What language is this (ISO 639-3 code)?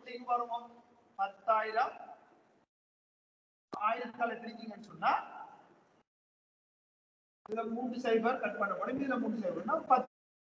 tam